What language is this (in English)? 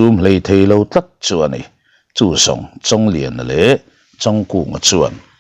Mizo